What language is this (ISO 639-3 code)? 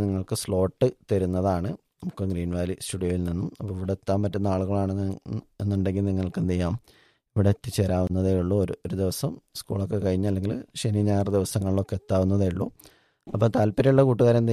mal